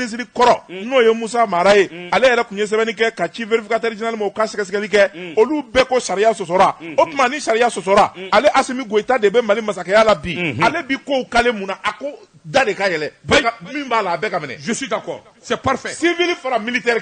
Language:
Bambara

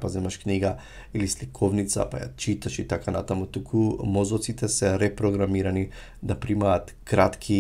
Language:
Macedonian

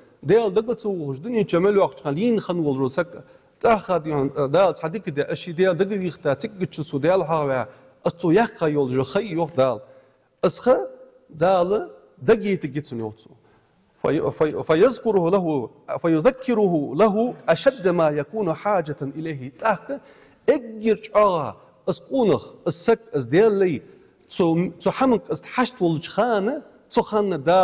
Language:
Ingush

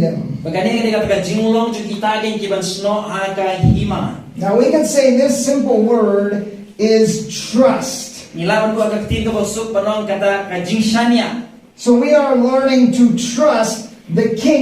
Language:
Khasi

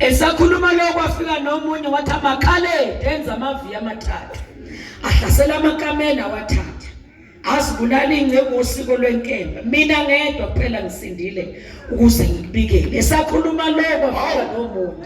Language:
Zulu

